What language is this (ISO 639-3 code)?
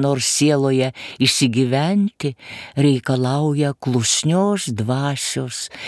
lit